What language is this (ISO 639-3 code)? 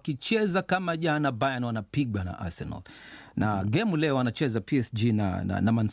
swa